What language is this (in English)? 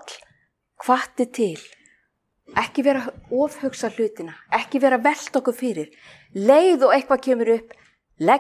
Icelandic